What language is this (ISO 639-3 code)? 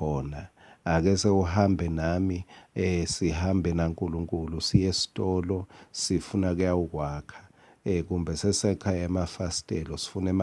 ssw